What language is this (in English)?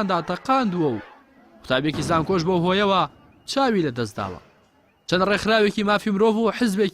Central Kurdish